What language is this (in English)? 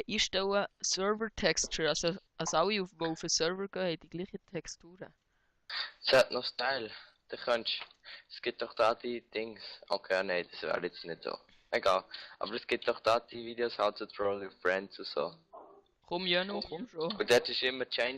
Swiss German